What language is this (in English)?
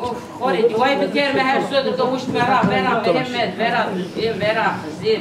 Zaza